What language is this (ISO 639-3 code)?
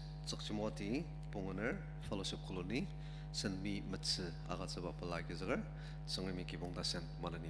njo